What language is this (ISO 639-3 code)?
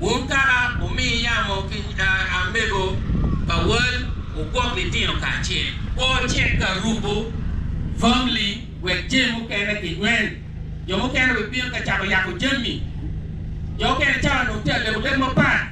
ach